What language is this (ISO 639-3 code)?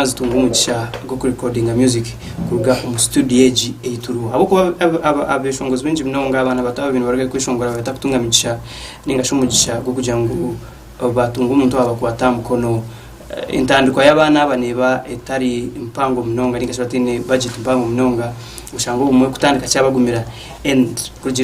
nyn